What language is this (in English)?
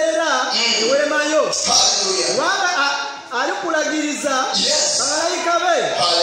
Ganda